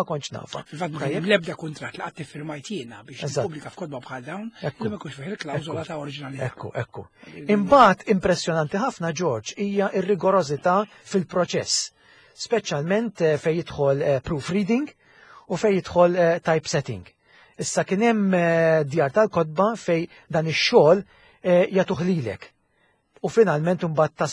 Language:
Maltese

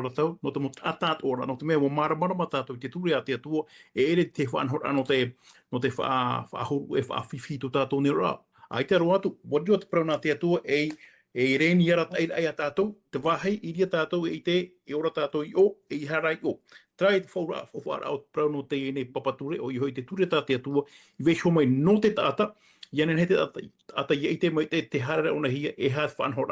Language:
Tahitian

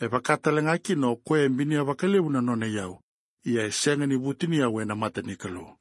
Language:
Fijian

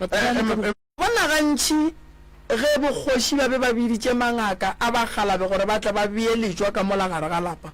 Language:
Northern Sotho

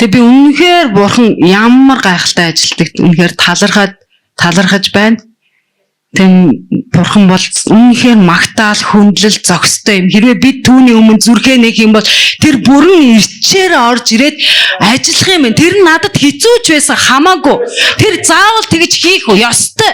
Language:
Mongolian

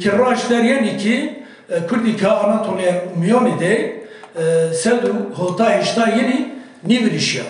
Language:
Kurdish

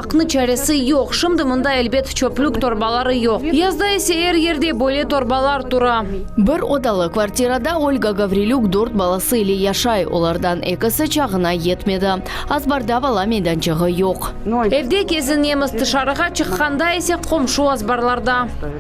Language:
Crimean Tatar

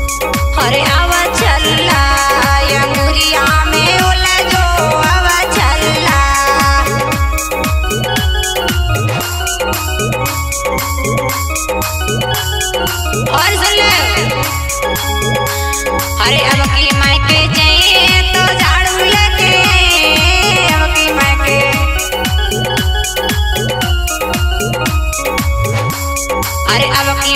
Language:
Bhojpuri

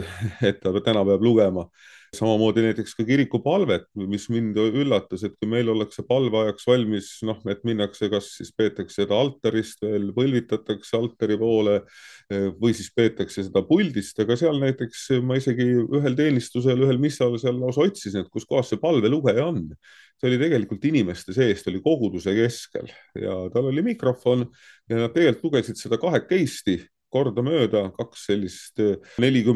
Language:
Estonian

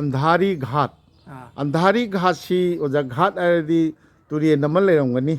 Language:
Manipuri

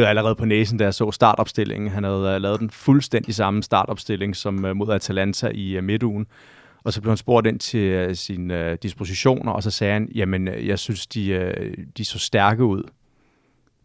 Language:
Danish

